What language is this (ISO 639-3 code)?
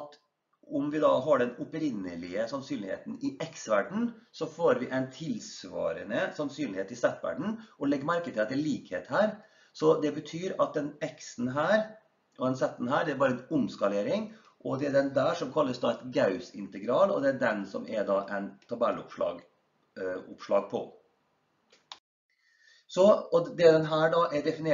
nor